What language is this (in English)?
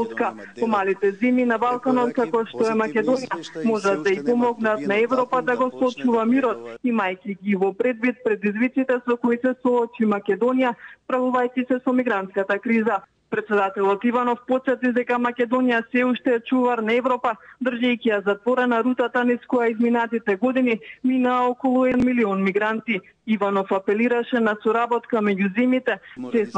Macedonian